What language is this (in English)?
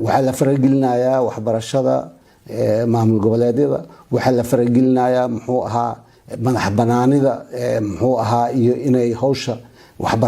Somali